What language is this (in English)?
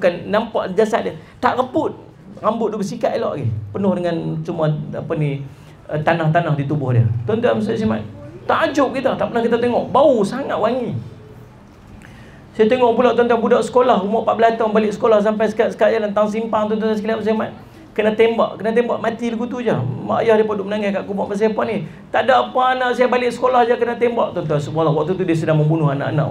Malay